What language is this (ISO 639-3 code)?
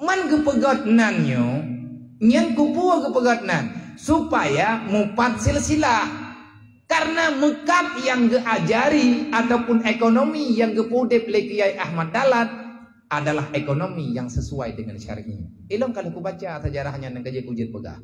ace